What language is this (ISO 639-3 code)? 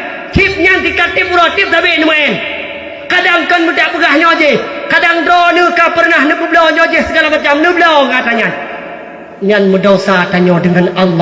ace